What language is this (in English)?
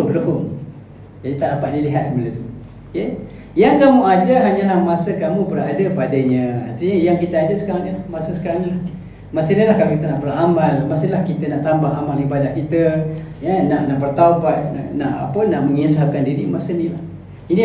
Malay